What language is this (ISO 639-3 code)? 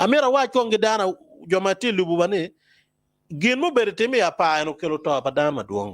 ach